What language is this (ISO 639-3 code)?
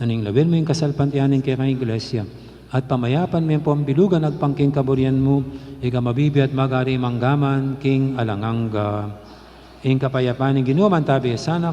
pam